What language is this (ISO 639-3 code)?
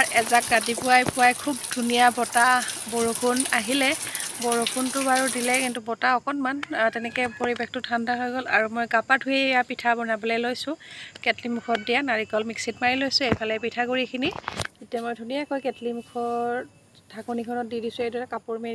asm